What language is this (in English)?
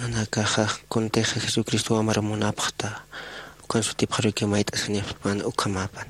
Aymara